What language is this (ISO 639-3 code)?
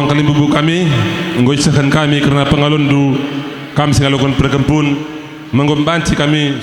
btx